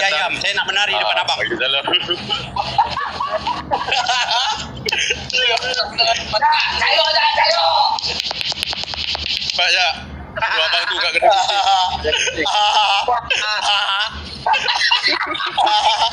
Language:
Malay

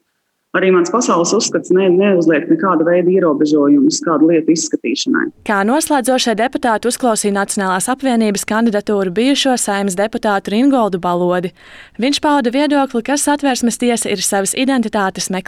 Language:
Latvian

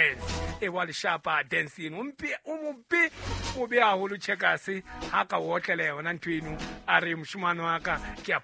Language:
Southern Sotho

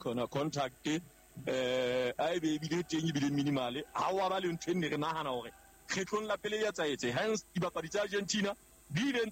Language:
Southern Sotho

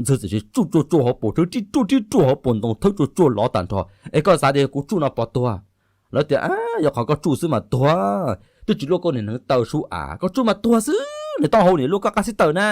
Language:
Hmong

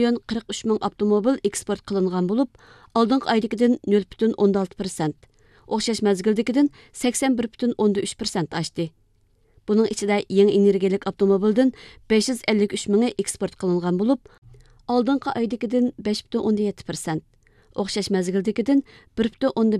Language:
Uyghur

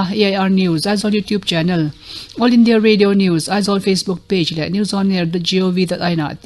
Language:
Mizo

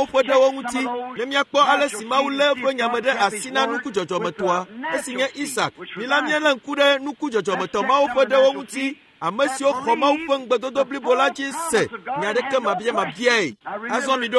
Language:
Ewe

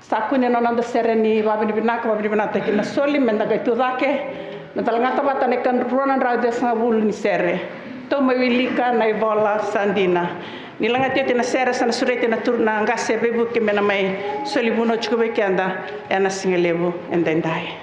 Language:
Fijian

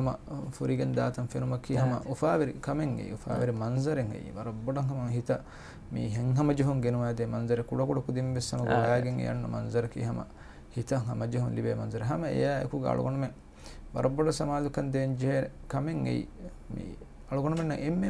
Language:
Divehi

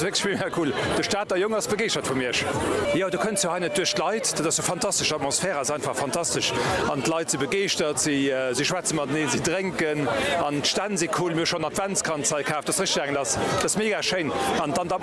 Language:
Luxembourgish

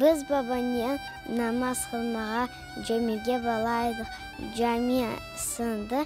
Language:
Crimean Tatar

